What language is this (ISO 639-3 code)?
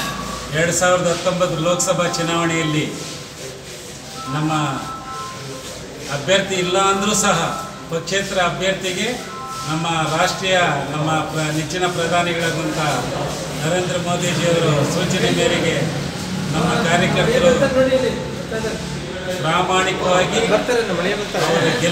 kan